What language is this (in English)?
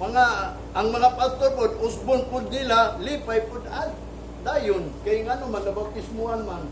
Cebuano